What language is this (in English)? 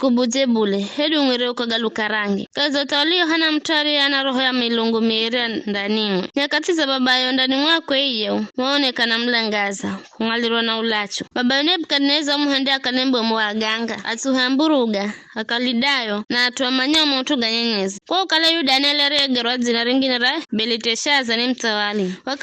Giryama